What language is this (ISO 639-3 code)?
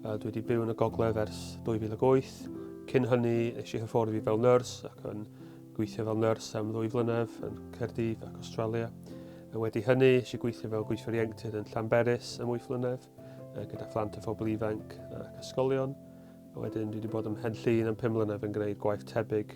cym